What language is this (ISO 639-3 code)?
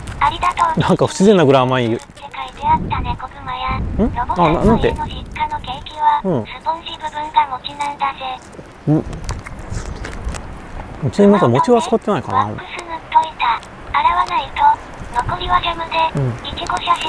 jpn